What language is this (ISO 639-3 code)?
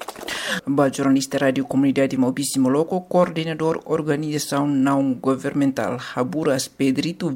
por